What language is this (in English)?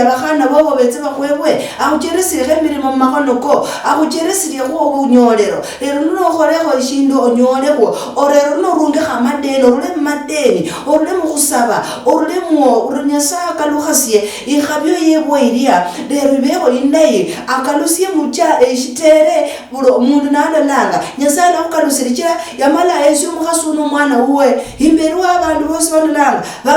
Luyia